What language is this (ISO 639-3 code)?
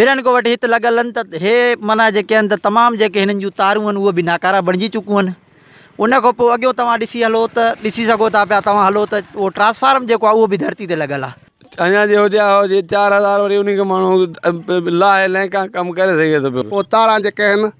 snd